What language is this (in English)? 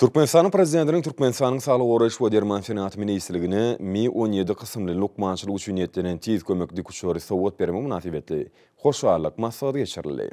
Turkmen